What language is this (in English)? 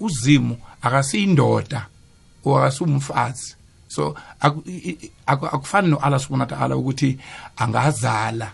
South Ndebele